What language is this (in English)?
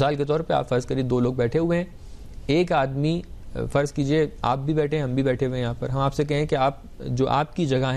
Urdu